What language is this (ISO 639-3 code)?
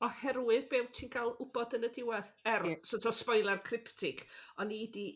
cym